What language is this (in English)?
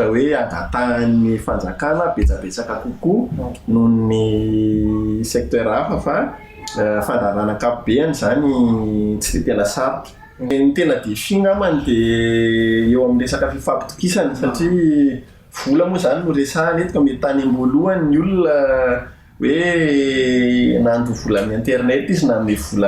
Malagasy